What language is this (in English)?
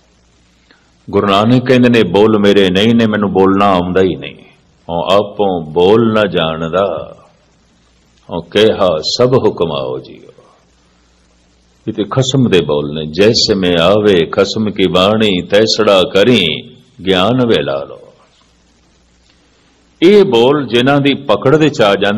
Punjabi